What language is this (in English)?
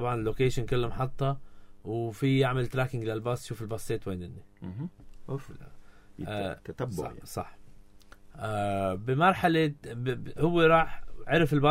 North Levantine Arabic